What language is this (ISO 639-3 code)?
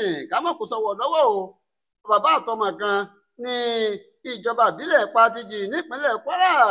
yor